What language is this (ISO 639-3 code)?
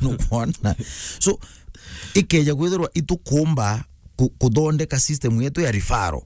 mer